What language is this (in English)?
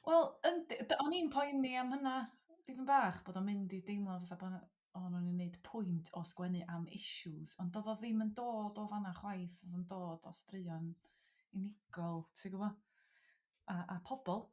Welsh